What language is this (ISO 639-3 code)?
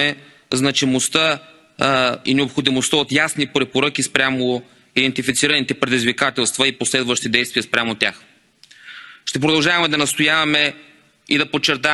bul